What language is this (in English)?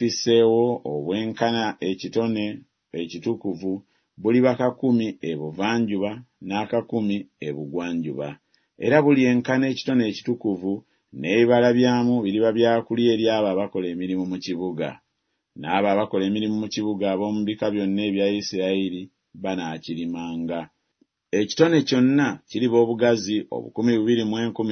Ganda